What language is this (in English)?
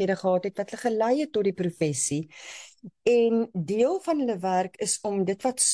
Afrikaans